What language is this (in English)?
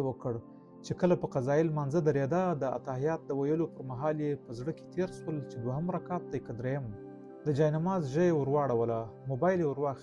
Pashto